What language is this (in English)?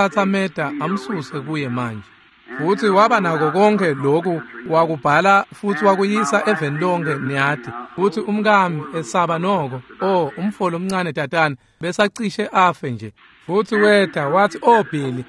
Swati